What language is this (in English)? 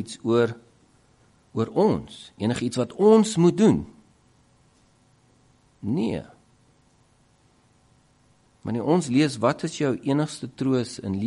Afrikaans